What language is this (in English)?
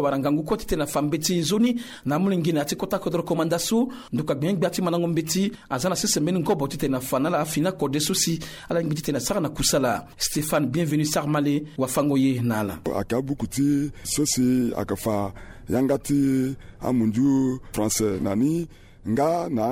Sango